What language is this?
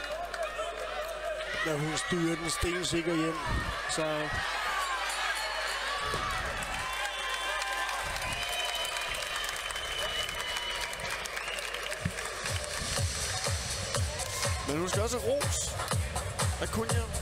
Danish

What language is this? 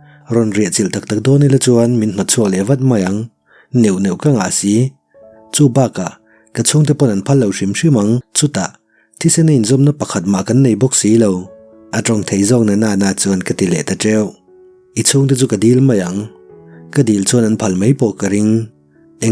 Mizo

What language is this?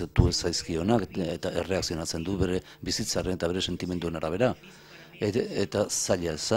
Basque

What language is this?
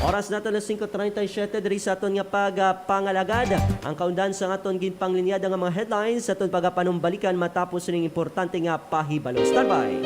Hiligaynon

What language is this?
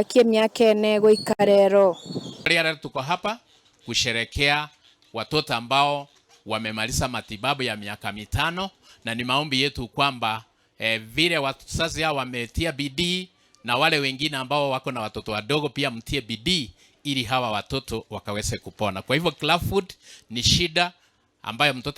Gusii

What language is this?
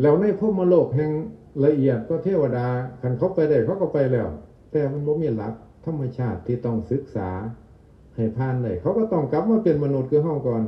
Northeastern Thai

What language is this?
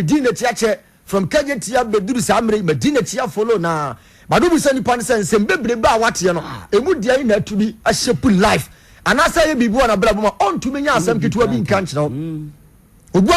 Akan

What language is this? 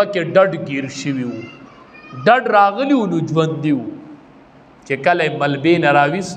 Pashto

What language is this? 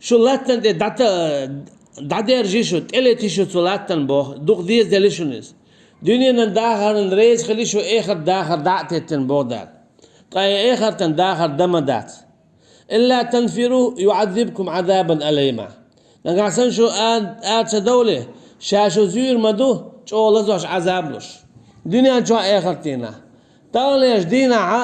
Chechen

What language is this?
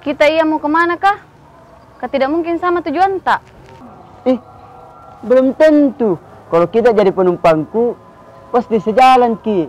Makassar Malay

